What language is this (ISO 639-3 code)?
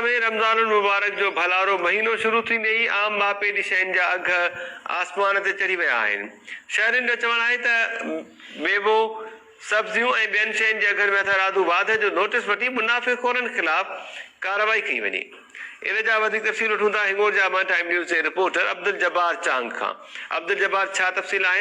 snd